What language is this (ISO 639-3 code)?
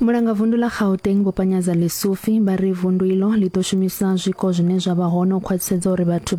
ven